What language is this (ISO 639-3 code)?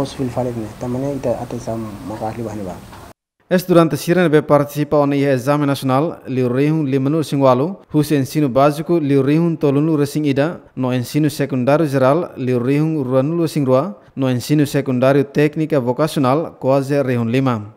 tet